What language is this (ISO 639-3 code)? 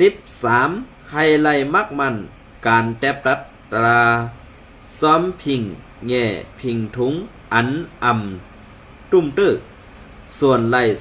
shn